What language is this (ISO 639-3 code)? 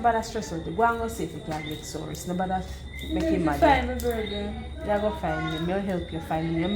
jam